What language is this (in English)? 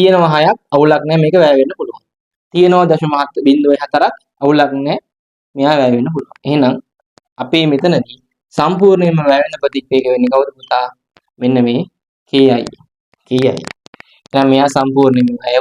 Sinhala